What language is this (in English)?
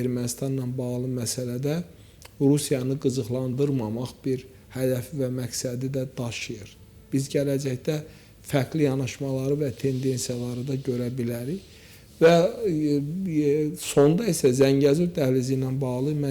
Azerbaijani